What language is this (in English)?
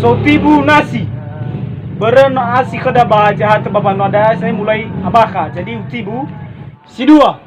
Nias